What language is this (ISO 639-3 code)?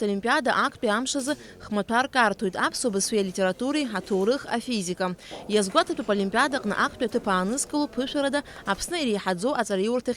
abk